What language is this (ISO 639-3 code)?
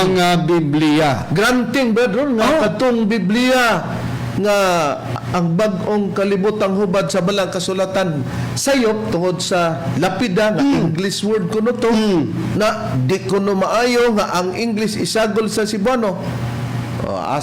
ceb